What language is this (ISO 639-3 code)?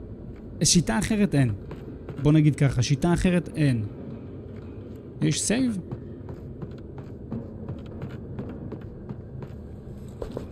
heb